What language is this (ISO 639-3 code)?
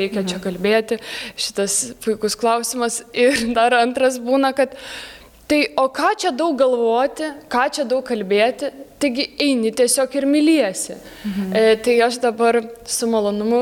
lit